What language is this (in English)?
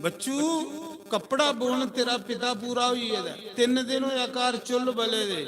Dogri